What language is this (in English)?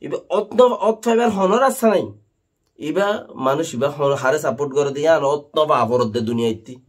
Rohingya